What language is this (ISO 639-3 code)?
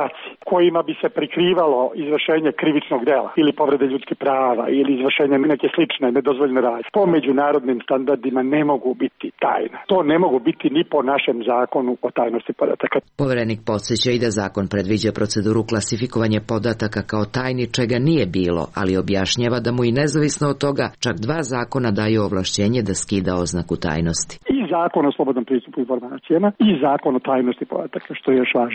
srp